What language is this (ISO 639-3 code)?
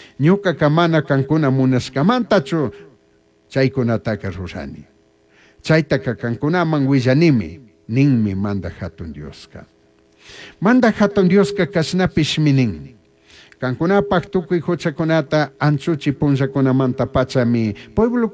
qug